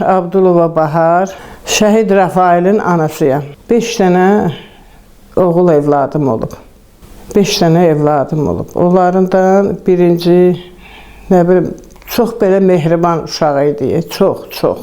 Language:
Azerbaijani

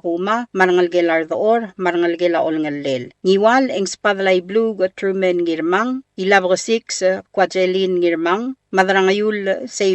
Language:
Palauan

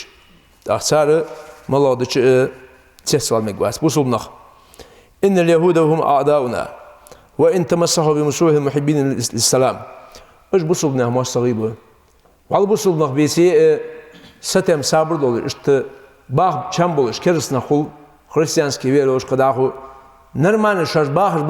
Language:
Ingush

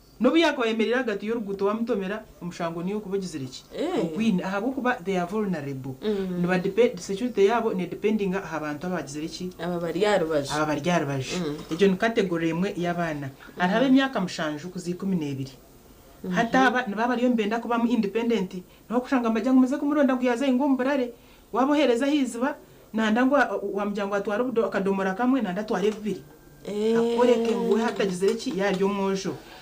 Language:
Nyankole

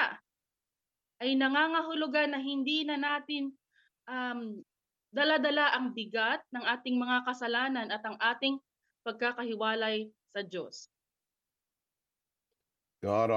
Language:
Filipino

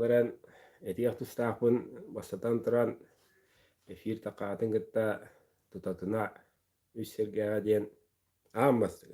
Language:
Yakut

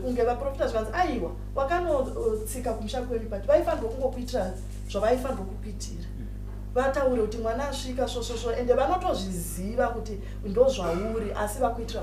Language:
Shona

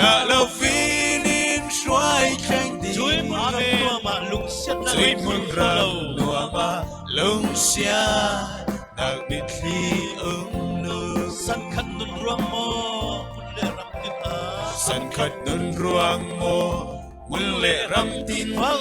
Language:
Falam Chin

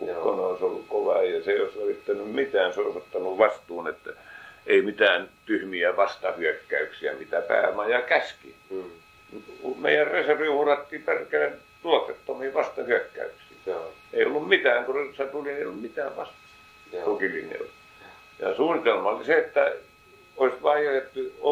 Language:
Finnish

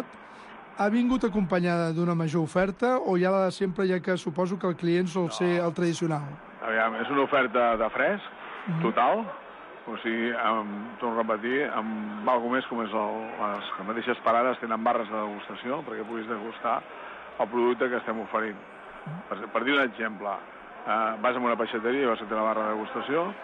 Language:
Catalan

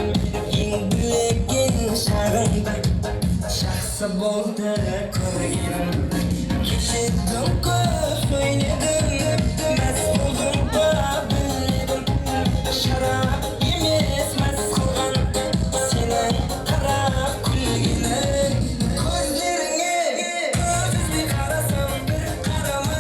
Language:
Kara-Kalpak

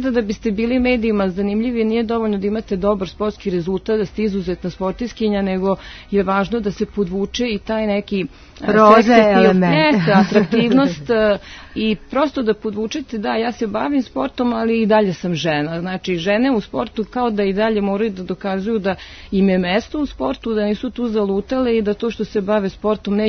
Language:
Serbian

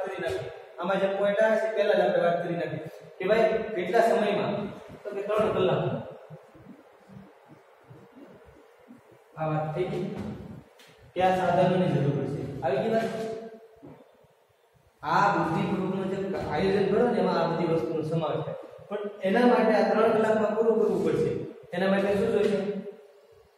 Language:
Gujarati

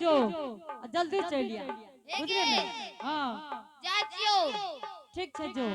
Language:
Angika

